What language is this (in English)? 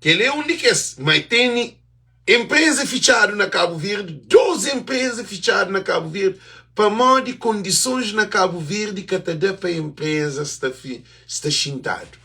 Kabuverdianu